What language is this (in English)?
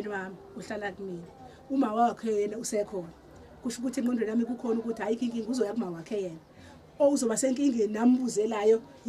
Zulu